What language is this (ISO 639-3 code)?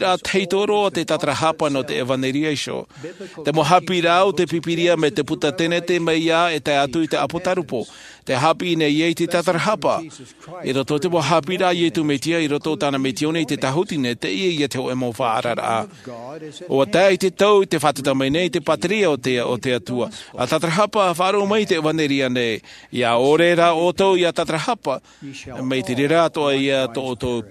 tah